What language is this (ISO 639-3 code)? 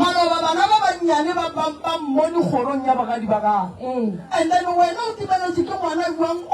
nso